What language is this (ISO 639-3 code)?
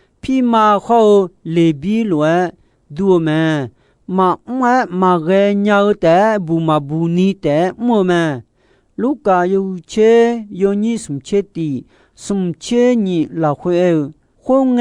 ahk